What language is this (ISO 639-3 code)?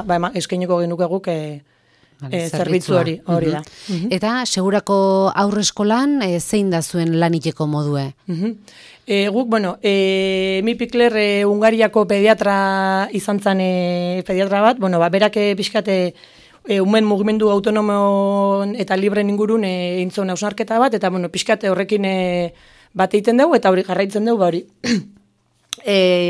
eus